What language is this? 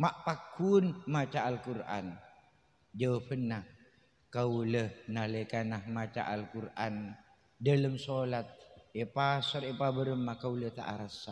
Madurese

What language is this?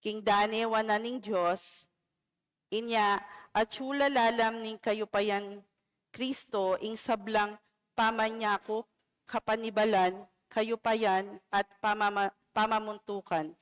Pampanga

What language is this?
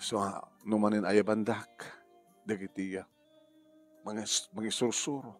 Iloko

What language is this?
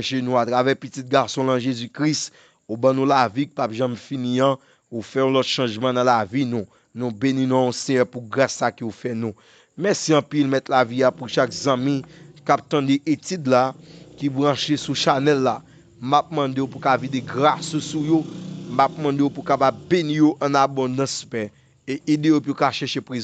Haitian Creole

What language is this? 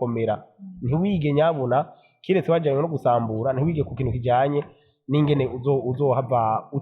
Rundi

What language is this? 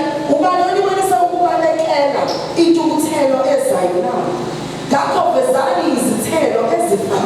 Zulu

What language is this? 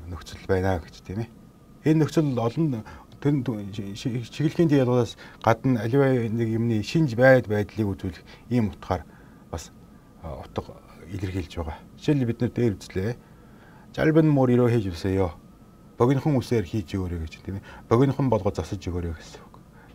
Mongolian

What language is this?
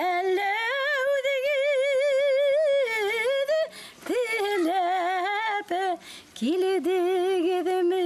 Bashkir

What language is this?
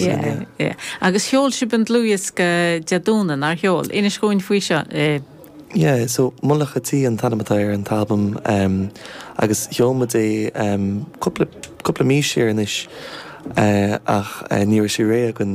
Irish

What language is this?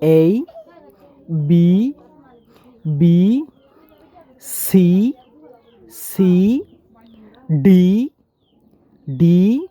Rohingya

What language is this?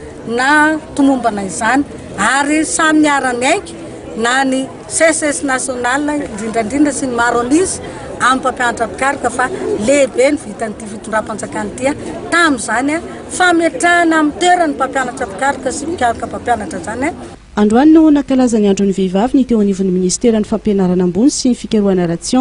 Malagasy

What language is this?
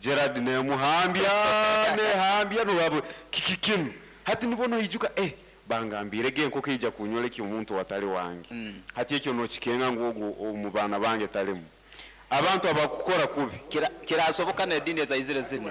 Nyankole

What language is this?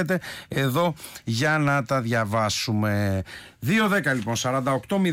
Greek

